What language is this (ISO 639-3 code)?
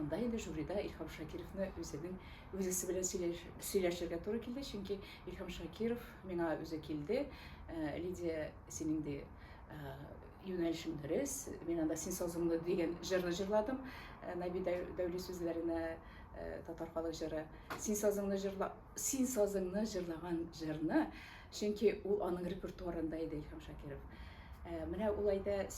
tat